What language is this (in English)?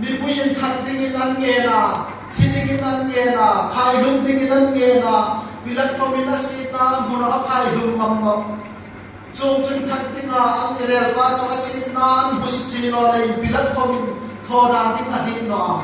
Hmar